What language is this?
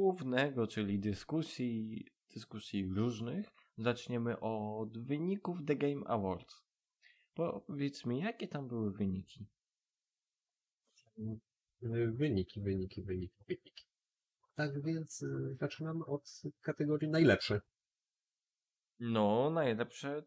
Polish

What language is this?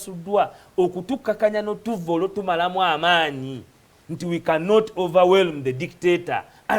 Ganda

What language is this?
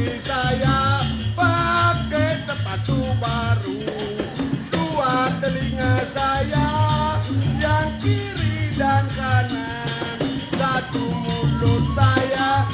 Balinese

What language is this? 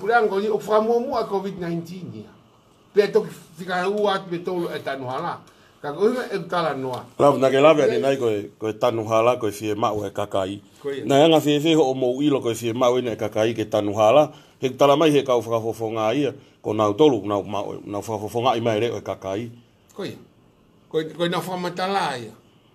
Tongan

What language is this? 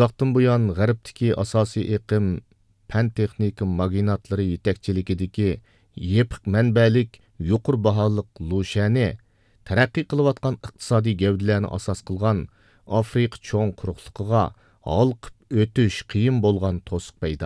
Uyghur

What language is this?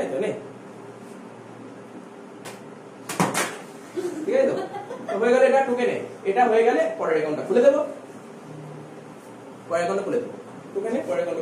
Bangla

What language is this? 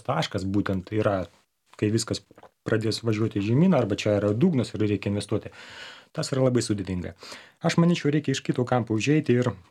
Lithuanian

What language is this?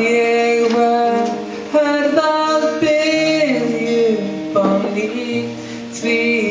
Icelandic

